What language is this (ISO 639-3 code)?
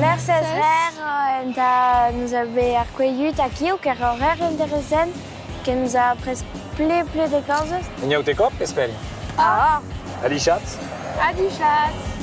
oci